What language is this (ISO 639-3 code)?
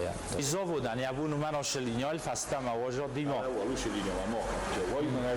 oss